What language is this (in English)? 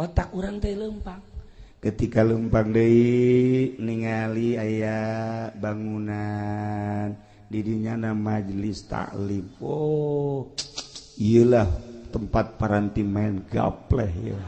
Sundanese